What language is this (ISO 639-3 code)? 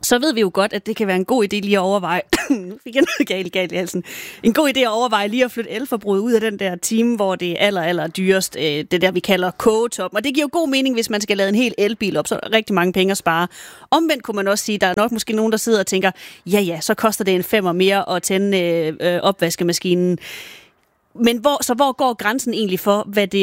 dan